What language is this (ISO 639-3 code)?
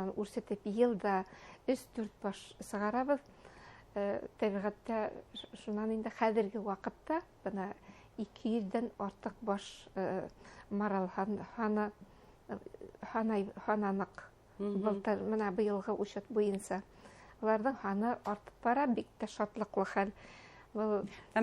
bak